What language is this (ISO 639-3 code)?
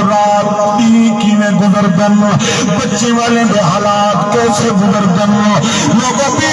skr